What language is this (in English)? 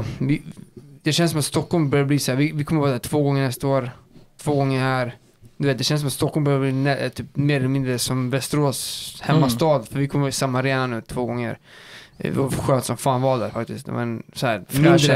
Swedish